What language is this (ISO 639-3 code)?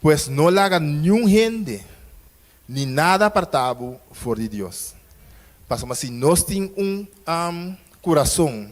pap